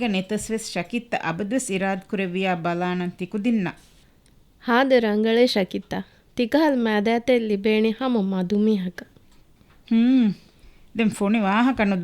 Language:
Divehi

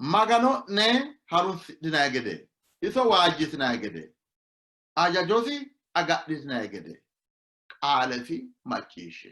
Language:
Sidamo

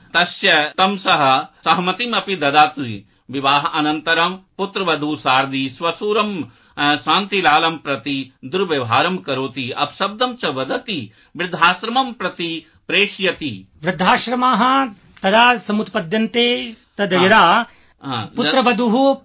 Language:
Sanskrit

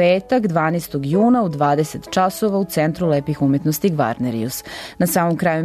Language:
Serbian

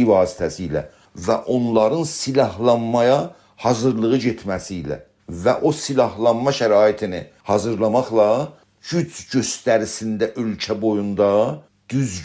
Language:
South Azerbaijani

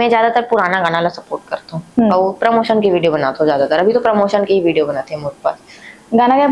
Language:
Chhattisgarhi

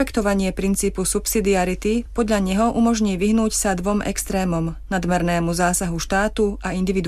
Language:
Slovak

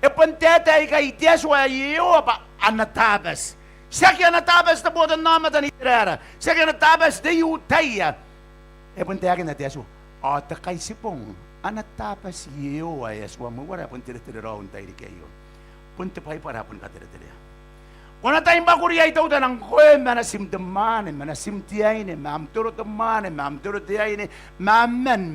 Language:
Gilbertese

